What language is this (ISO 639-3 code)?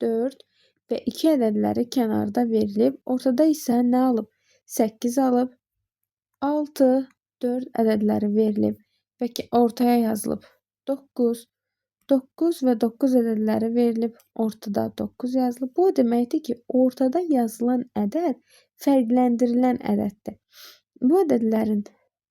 aze